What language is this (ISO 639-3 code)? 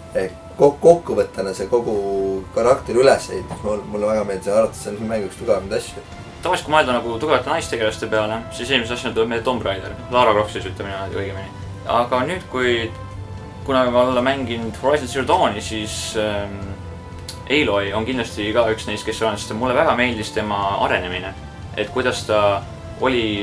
est